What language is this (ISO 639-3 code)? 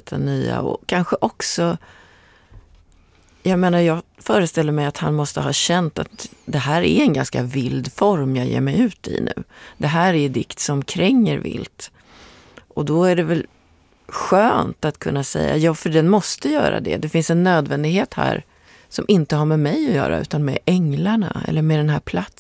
swe